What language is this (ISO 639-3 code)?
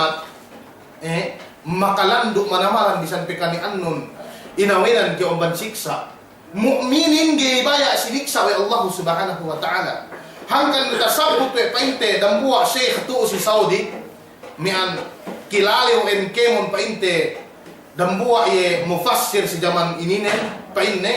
yka